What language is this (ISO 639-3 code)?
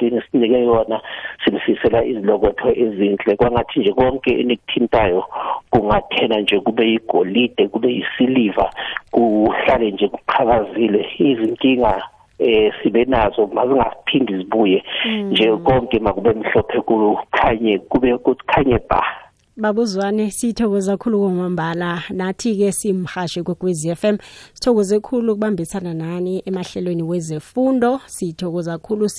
nbl